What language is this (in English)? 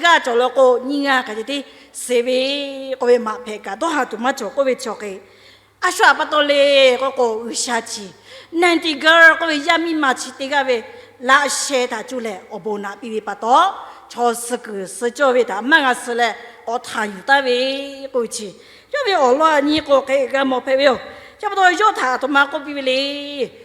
Lahu